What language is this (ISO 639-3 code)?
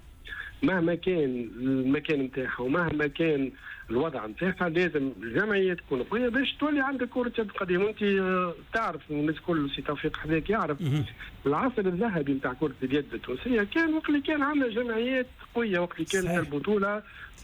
aeb